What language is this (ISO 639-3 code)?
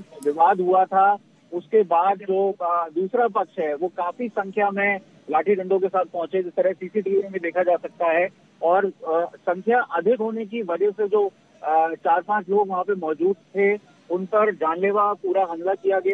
hin